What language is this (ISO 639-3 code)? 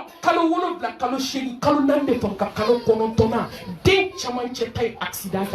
bam